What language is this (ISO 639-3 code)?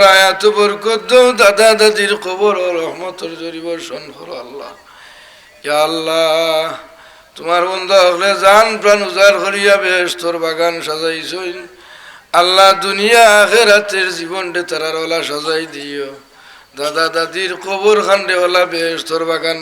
syl